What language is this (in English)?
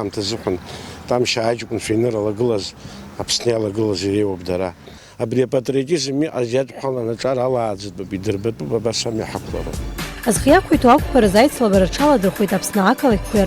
Abkhazian